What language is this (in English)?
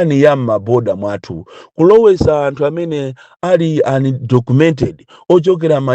Nyanja